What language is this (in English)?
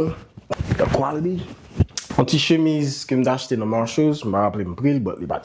Haitian Creole